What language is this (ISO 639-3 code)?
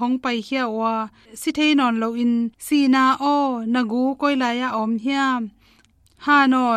ctd